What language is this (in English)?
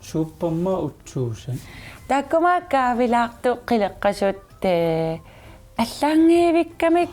Kalaallisut